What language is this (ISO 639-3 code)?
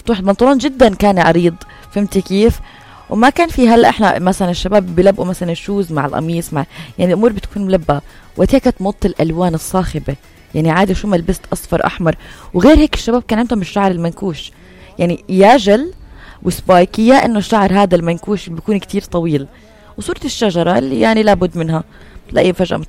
apc